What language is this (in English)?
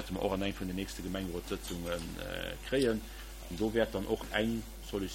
Luxembourgish